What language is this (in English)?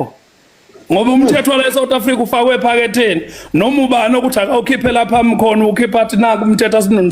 Zulu